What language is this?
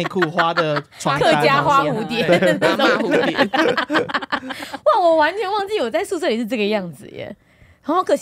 Chinese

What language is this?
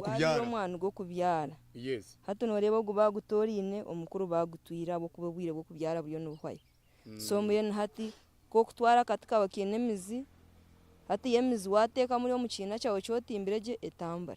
Nyankole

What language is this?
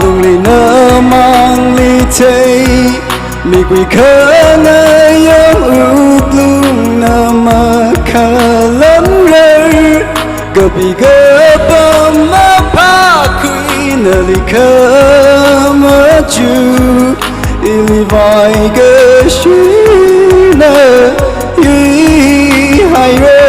Tangkhul Naga (India)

